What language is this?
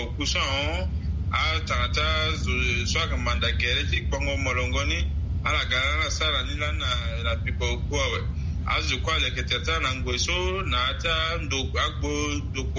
Sango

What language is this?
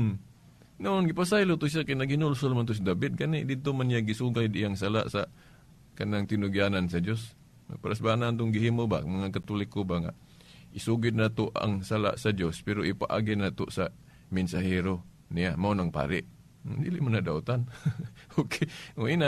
Cebuano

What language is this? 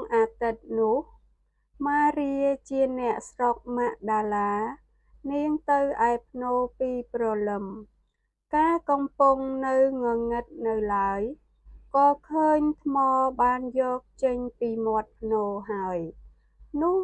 Khmer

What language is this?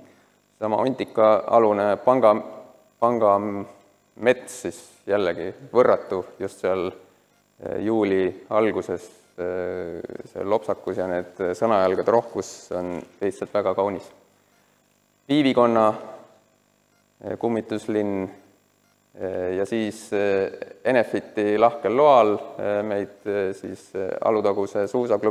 Estonian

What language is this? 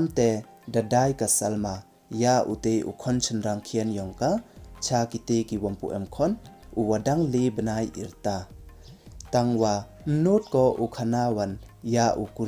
Pnar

